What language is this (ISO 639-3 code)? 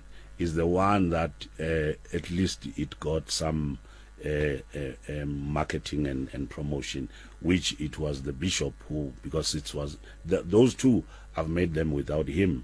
sot